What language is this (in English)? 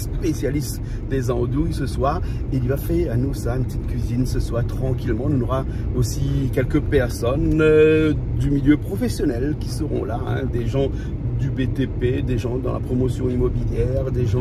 Réunion Creole French